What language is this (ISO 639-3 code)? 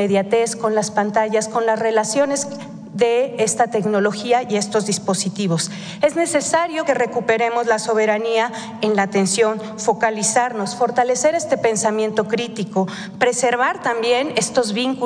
spa